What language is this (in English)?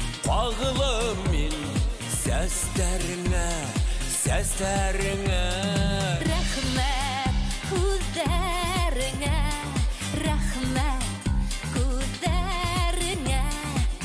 Bashkir